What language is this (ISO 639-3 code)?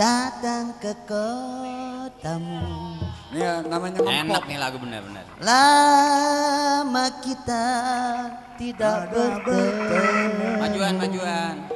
bew